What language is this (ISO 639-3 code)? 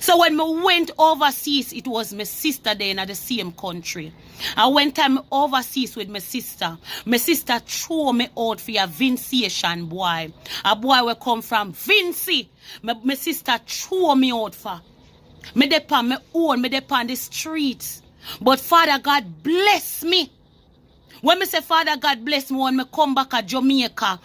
jam